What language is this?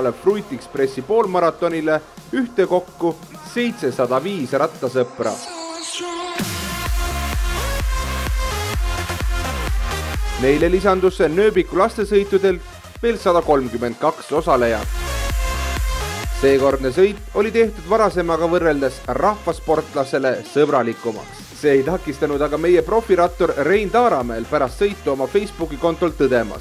Estonian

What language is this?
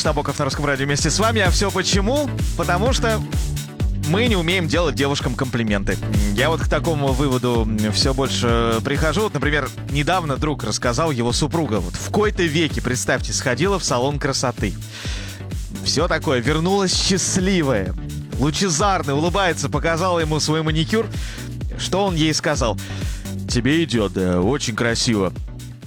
Russian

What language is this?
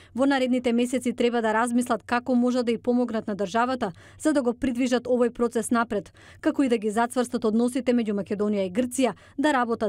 Macedonian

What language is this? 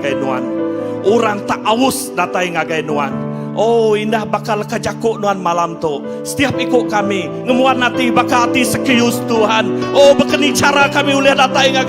Iban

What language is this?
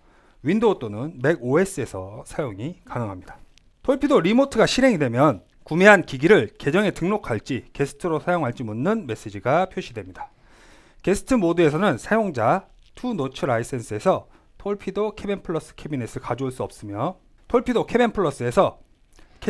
Korean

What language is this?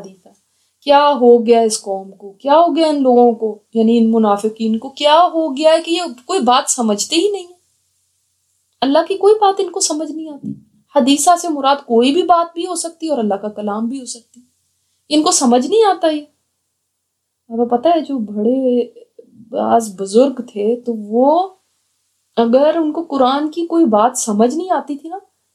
Urdu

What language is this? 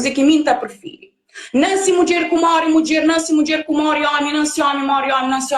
Kabuverdianu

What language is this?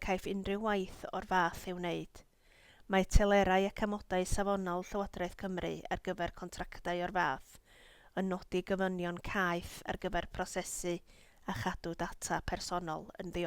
Welsh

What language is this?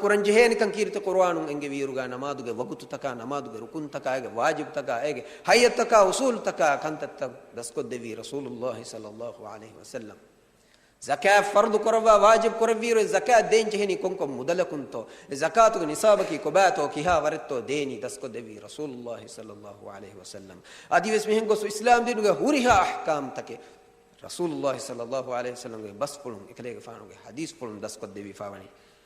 Divehi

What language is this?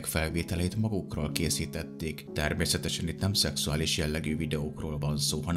Hungarian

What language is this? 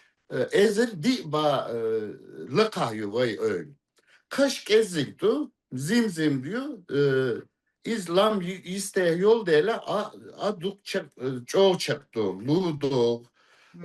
Chechen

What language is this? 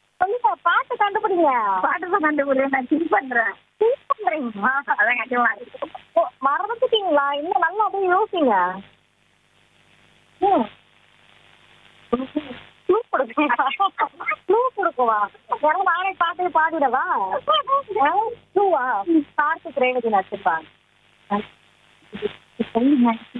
Tamil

